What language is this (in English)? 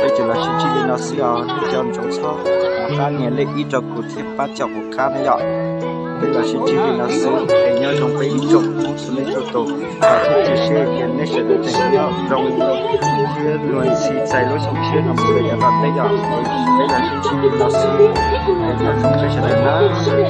Hmong